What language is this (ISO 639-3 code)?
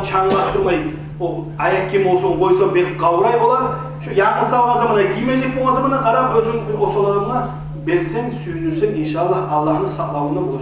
kum